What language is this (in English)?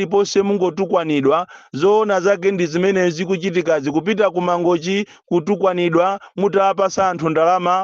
Nyanja